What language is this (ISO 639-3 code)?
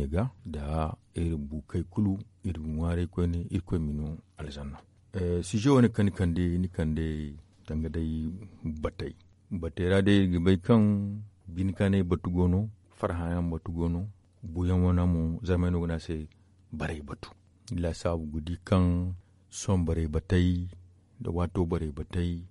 dje